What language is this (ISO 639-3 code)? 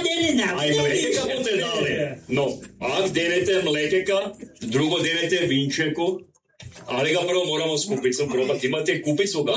hrv